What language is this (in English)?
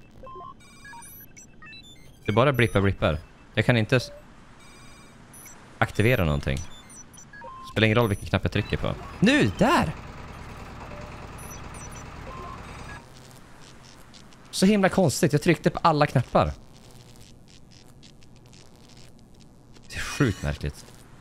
Swedish